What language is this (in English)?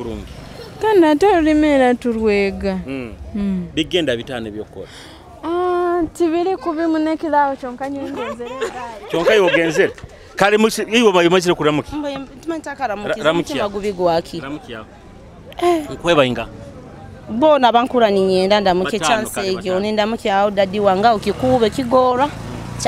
Nyoro